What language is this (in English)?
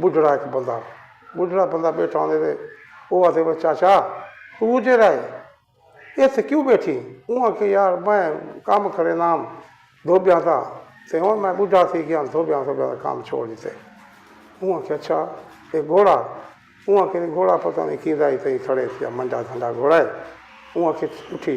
Saraiki